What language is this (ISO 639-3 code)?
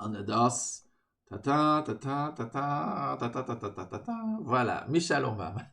ltz